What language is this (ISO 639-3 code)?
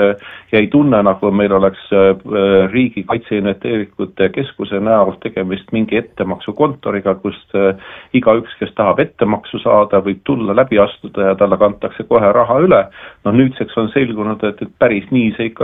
est